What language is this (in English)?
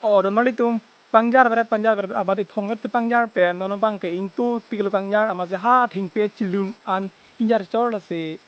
Karbi